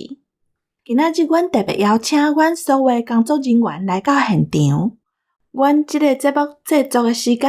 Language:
Min Nan Chinese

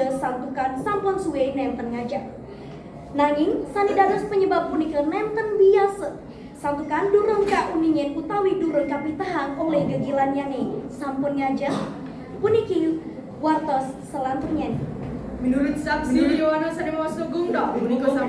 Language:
Balinese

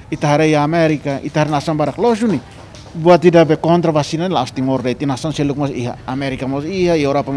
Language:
Tetum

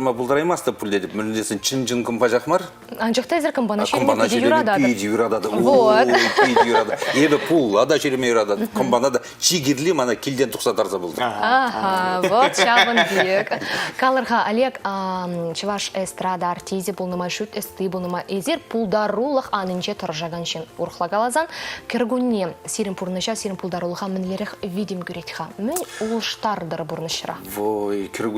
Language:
Chuvash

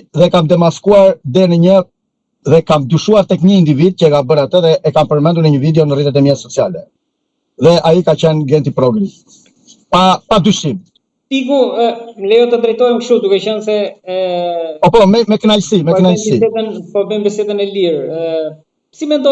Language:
Albanian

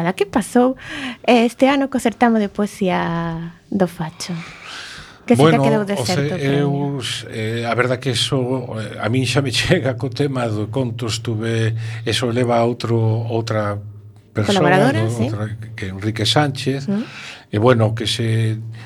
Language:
Galician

